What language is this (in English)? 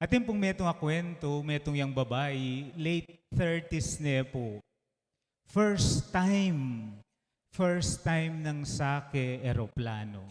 Pampanga